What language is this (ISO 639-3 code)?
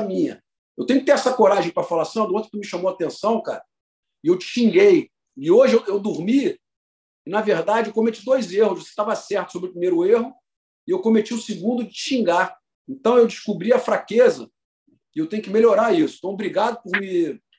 por